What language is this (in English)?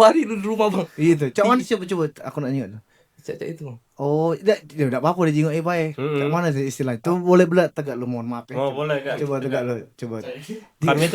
Musi